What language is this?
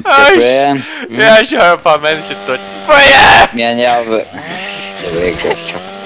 Faroese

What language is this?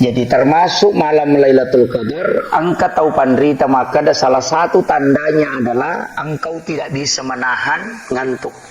Buginese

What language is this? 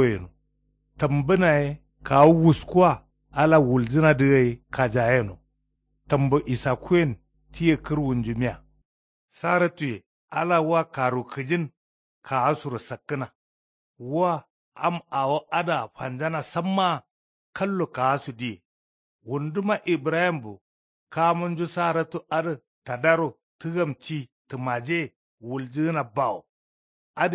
Kanuri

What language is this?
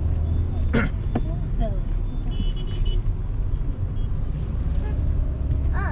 Vietnamese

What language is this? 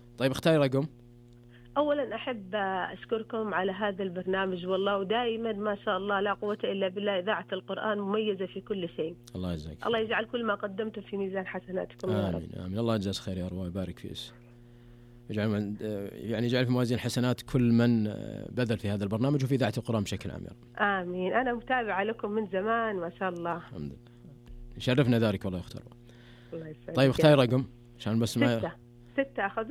Najdi Arabic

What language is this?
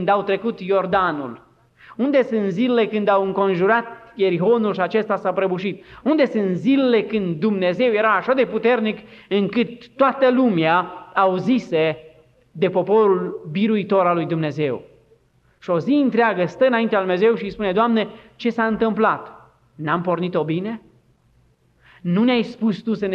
Romanian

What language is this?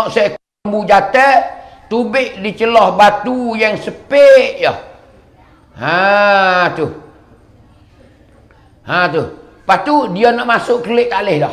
Malay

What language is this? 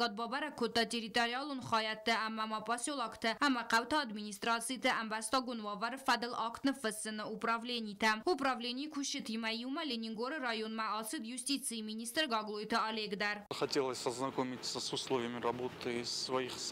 Ossetic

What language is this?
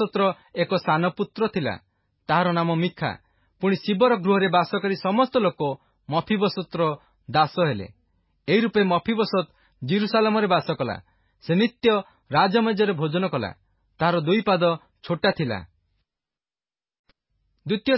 Odia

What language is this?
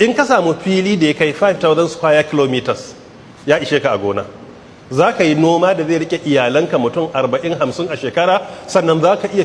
Hausa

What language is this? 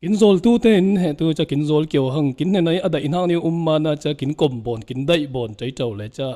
Falam Chin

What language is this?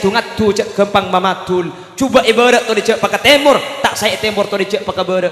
Madurese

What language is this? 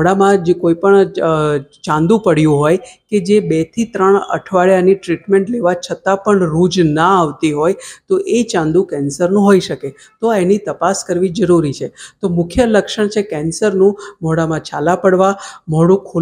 Gujarati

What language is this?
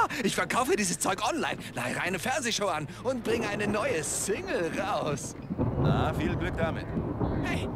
Bavarian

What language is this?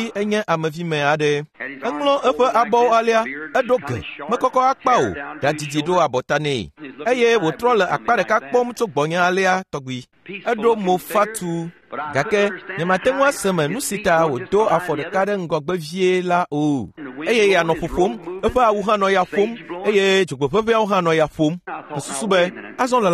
Ewe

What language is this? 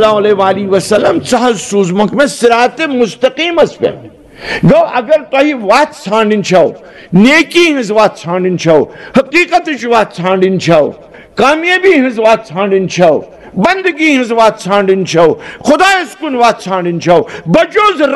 Kashmiri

